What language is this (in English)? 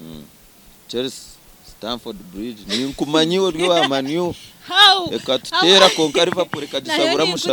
Nyankole